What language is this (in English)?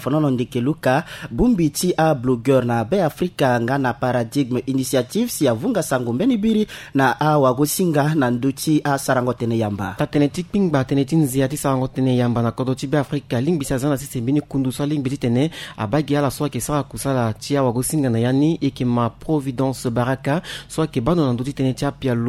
Sango